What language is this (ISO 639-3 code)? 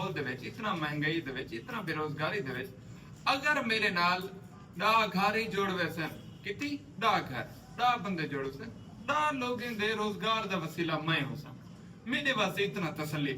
skr